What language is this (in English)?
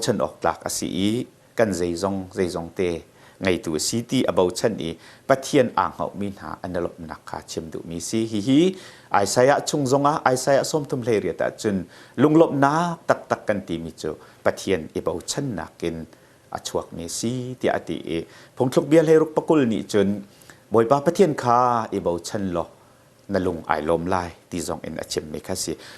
Hakha Chin